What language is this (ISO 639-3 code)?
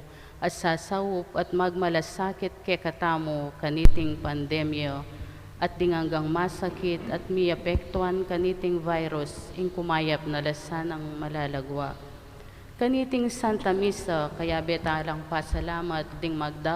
pam